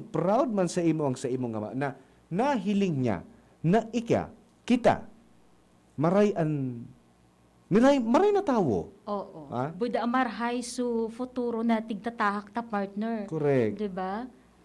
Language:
Bikol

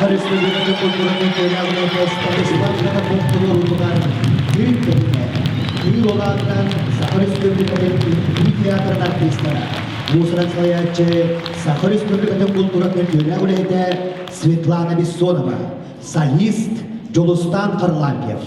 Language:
Yakut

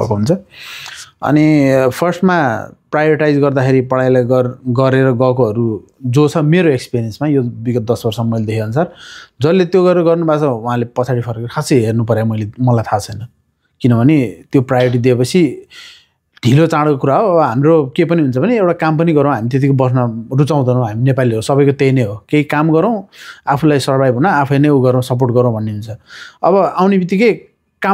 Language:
Nepali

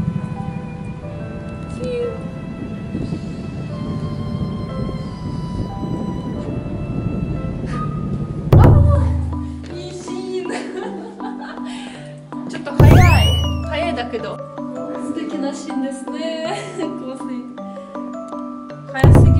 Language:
Japanese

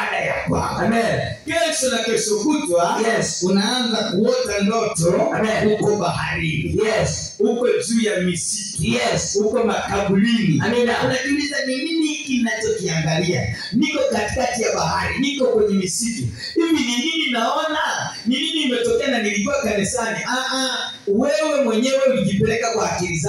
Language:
Swahili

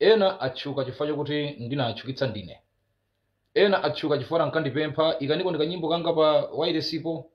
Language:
Nyanja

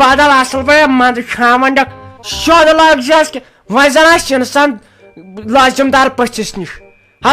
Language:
Kashmiri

